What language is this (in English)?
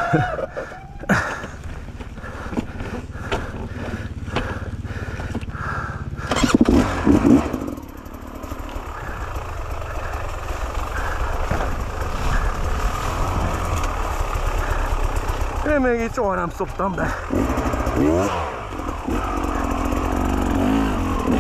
Hungarian